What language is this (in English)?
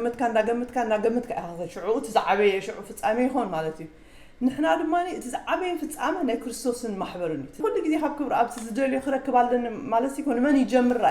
Tigrinya